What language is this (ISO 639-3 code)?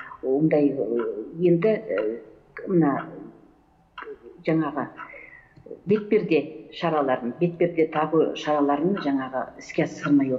kaz